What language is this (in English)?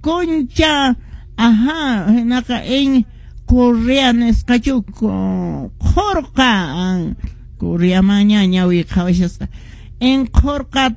Quechua